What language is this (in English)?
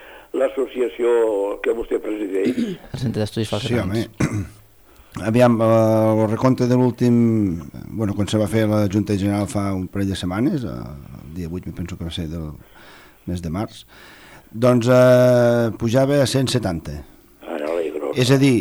Catalan